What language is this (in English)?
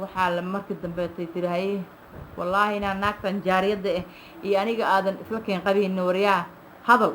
Somali